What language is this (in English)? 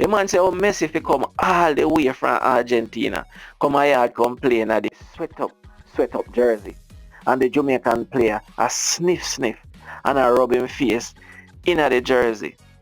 Jamaican Creole English